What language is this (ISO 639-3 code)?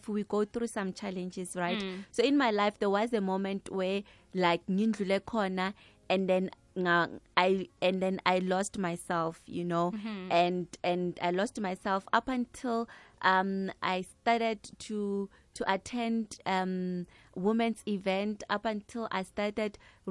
nbl